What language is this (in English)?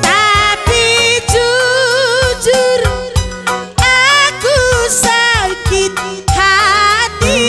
Batak Karo